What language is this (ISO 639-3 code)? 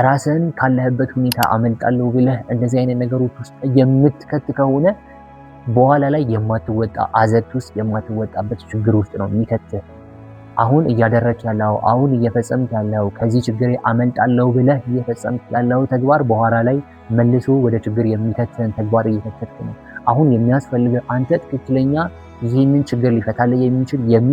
amh